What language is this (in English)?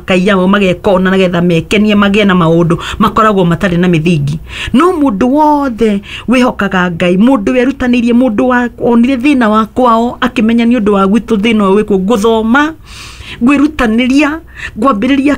Kikuyu